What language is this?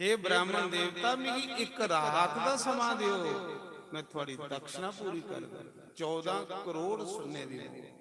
Dogri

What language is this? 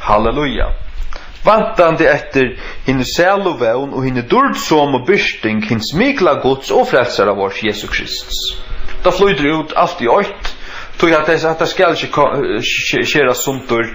Faroese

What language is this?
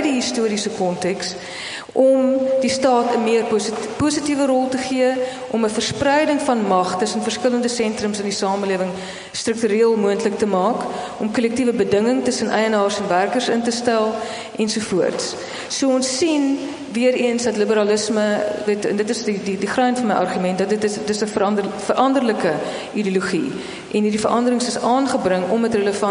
Afrikaans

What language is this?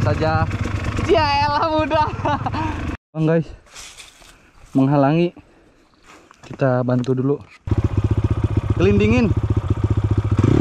Indonesian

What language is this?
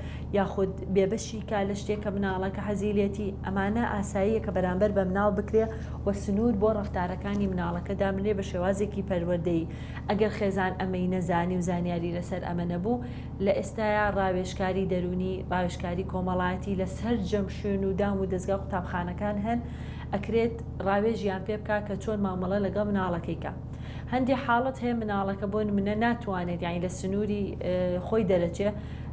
Central Kurdish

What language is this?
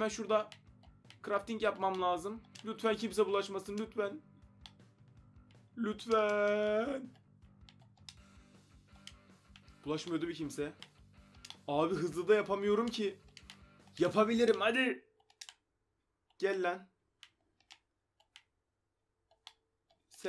Turkish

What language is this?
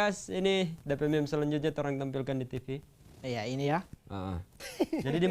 Manado Malay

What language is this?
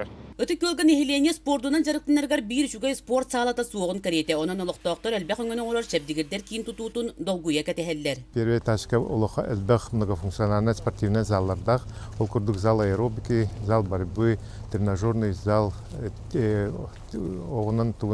Yakut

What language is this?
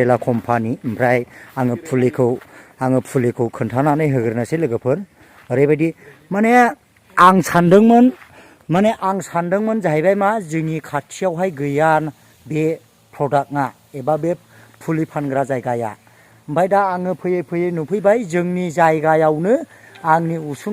Bodo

